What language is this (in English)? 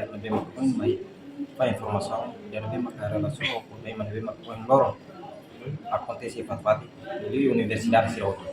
Tetum